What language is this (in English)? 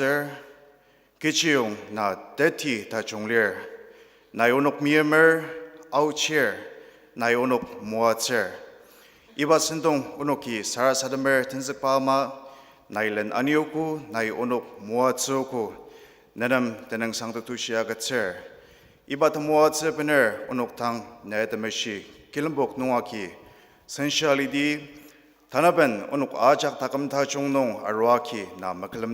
Ao Naga